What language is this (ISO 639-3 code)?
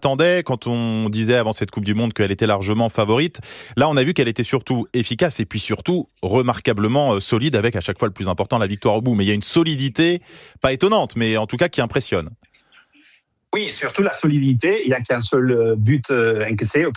fra